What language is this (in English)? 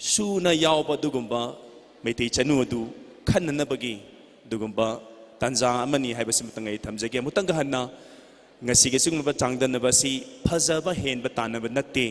Manipuri